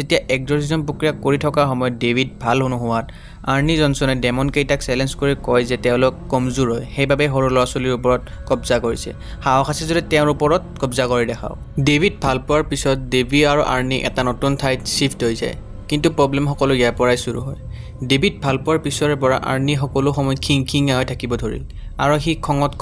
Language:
Assamese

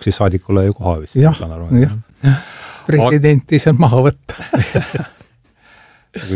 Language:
Estonian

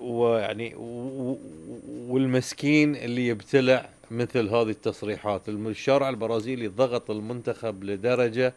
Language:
Gulf Arabic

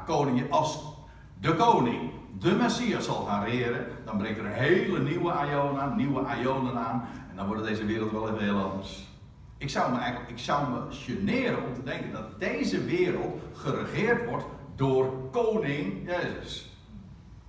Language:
Dutch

